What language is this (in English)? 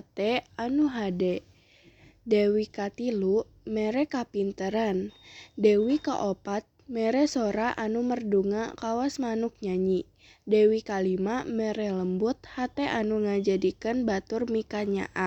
Sundanese